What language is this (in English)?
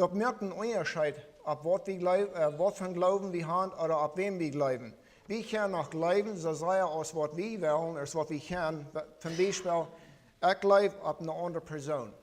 Plautdietsch